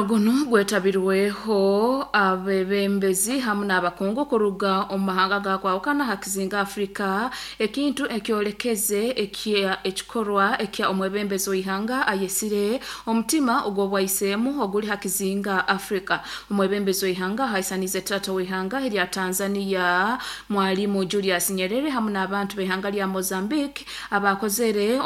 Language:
Nyoro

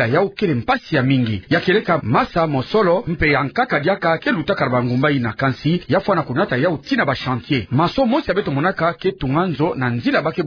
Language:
Kituba (Democratic Republic of Congo)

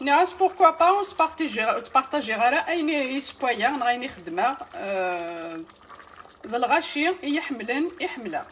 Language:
Kabyle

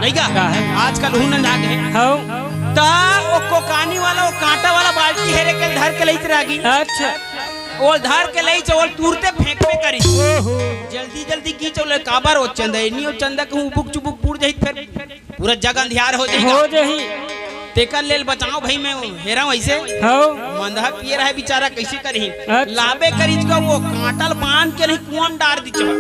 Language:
Chhattisgarhi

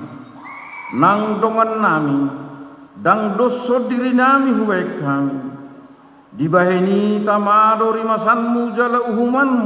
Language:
Batak Toba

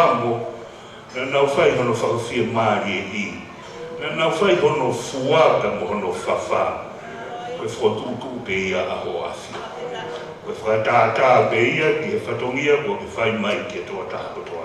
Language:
Tongan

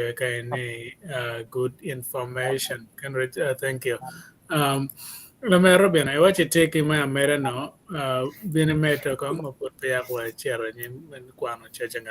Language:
Acoli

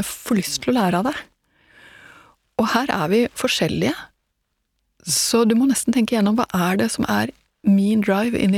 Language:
Norwegian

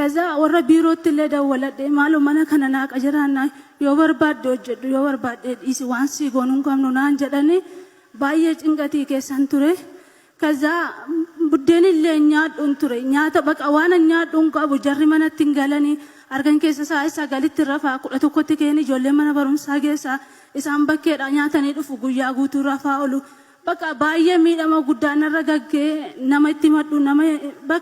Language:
Oromo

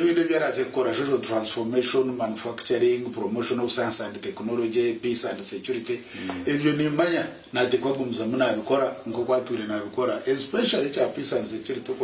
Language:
Nyankole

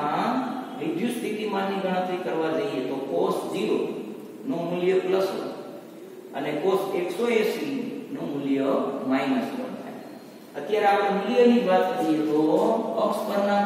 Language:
Gujarati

